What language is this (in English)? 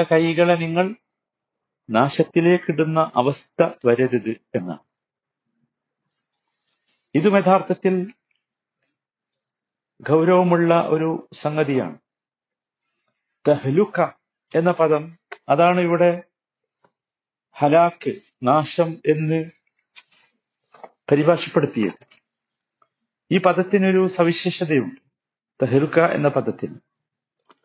Malayalam